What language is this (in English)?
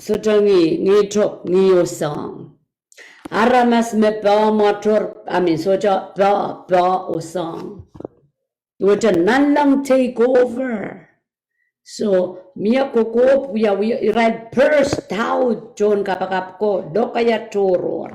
Pohnpeian